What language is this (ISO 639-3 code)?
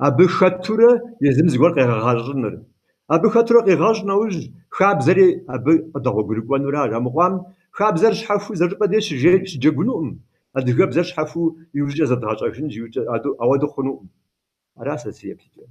kbd